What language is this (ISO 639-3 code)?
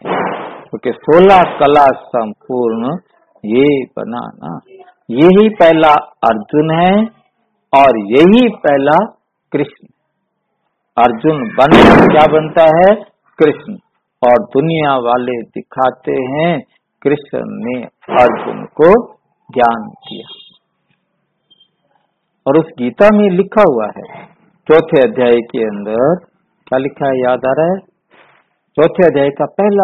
hin